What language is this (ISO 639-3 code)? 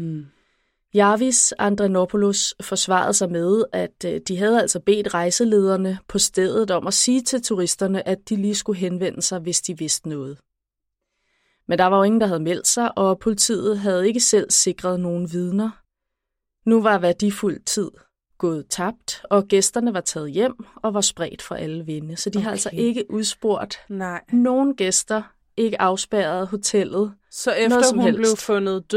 dan